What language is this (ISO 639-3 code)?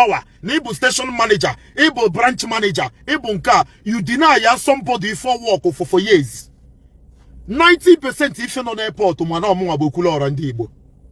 ibo